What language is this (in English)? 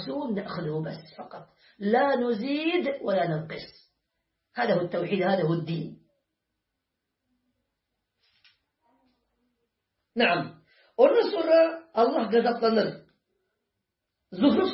Turkish